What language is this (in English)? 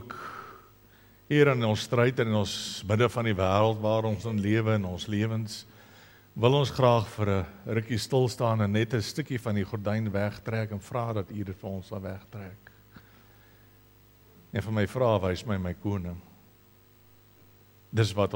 Afrikaans